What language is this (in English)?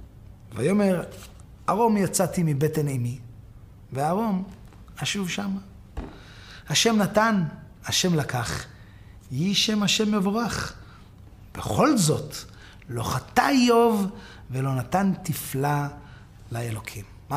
Hebrew